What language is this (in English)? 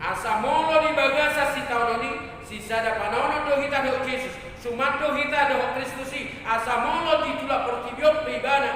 Batak Toba